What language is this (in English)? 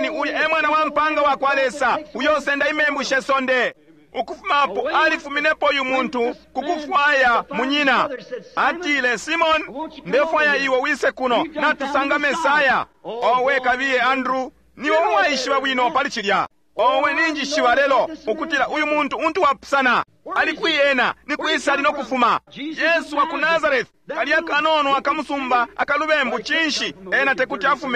Bemba